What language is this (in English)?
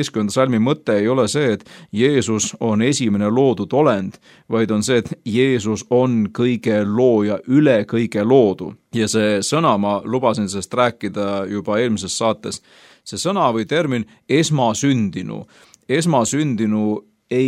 Estonian